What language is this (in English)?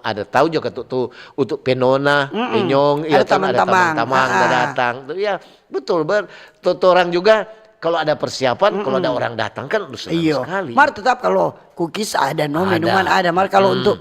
Manado Malay